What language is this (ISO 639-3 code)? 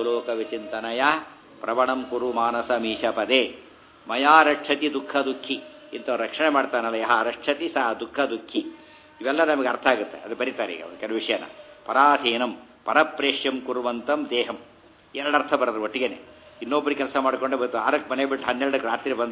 kan